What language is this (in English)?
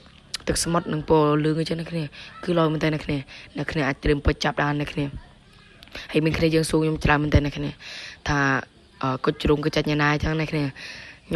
Khmer